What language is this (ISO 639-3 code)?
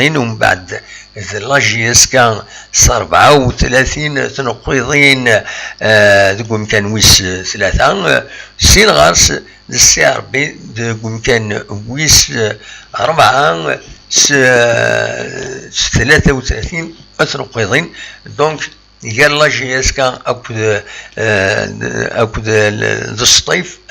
kab